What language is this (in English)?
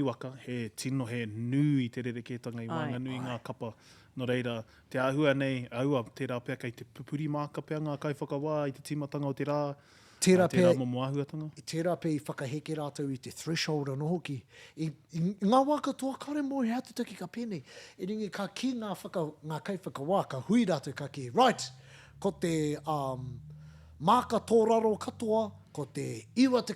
Māori